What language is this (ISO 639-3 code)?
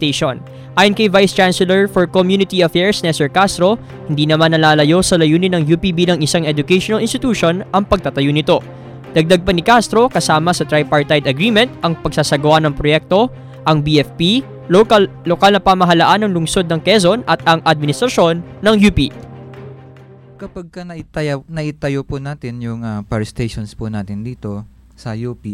fil